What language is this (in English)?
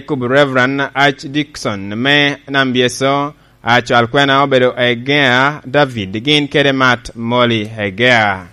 Lango (Uganda)